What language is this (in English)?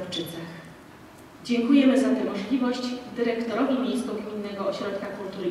Polish